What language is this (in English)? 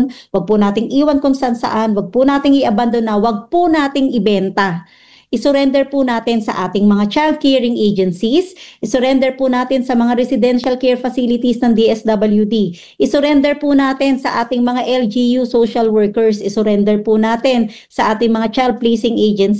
Filipino